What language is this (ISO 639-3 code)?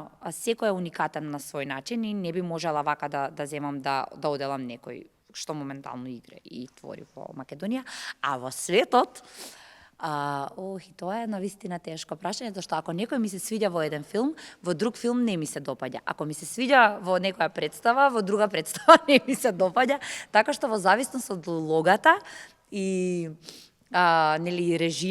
mkd